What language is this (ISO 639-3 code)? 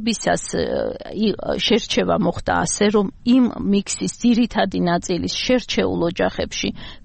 kat